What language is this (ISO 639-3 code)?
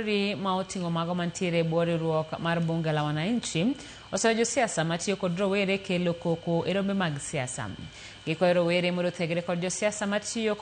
luo